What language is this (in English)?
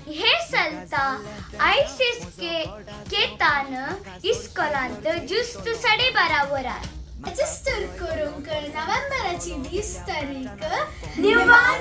Konkani